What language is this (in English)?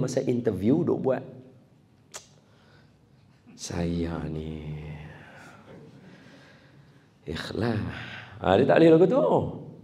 Malay